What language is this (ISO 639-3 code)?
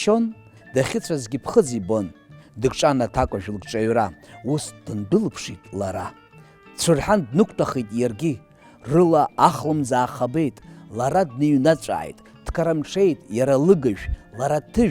abk